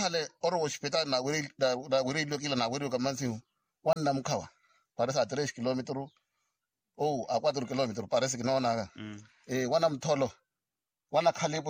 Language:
Makhuwa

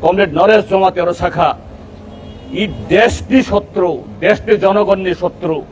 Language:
Kok Borok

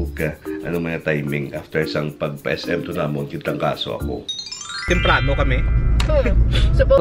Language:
Hiligaynon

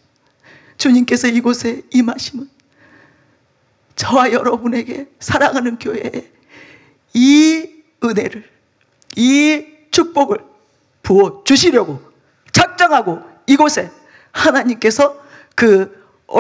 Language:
Korean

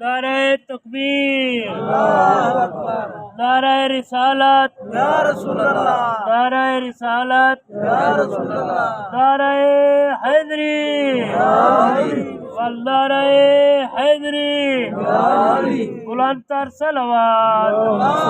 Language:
Saraiki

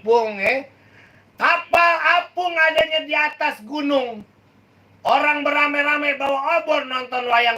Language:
Betawi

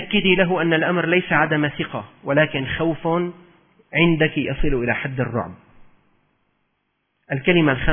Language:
Arabic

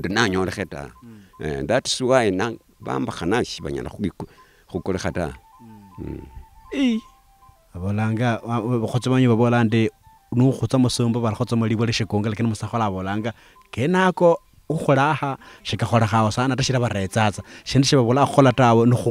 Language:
Luyia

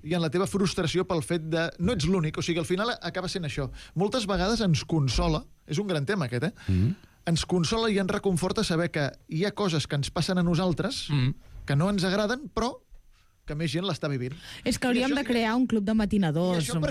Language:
Catalan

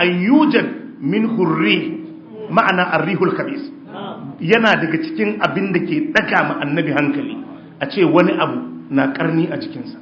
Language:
Hausa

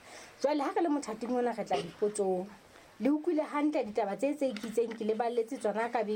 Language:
Southern Sotho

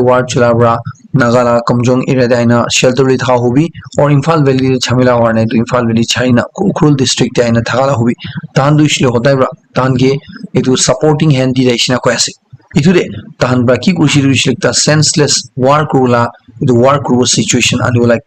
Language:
Naga Pidgin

